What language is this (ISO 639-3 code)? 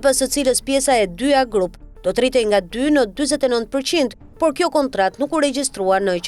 sqi